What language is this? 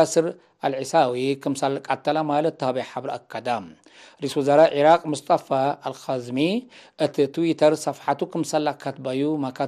Tigre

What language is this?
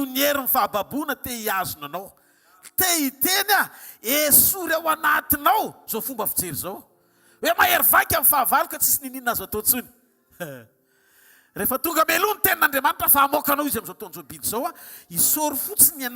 Malagasy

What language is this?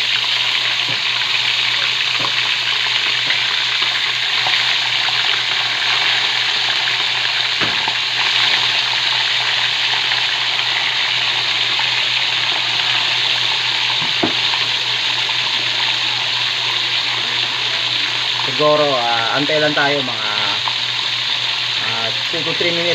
Filipino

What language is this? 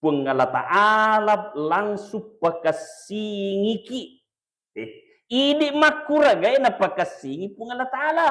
Buginese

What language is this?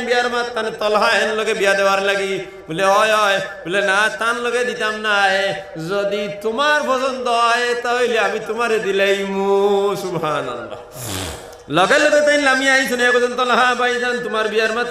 Sylheti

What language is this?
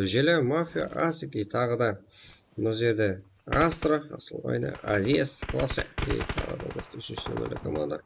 Kara-Kalpak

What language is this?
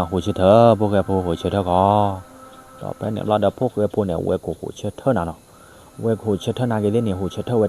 S'gaw Karen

